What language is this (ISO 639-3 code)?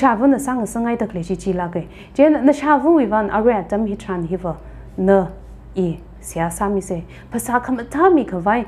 nmf